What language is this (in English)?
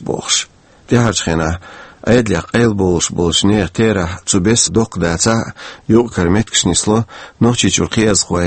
Chechen